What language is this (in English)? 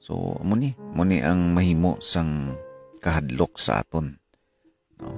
Hiligaynon